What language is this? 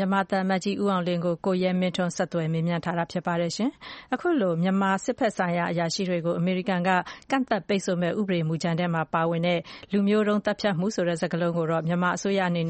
Burmese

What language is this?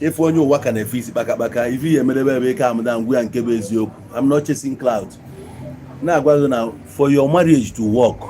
Igbo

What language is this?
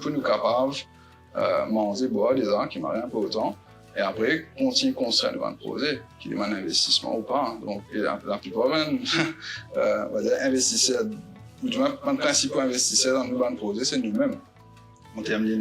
Morisyen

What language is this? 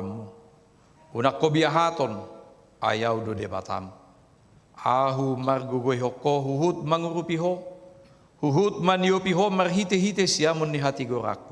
Batak Toba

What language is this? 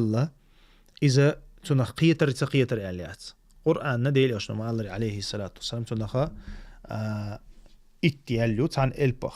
Chechen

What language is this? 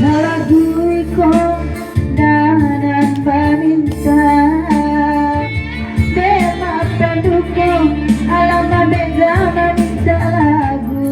Minangkabau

